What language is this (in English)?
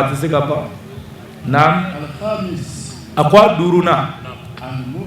Bambara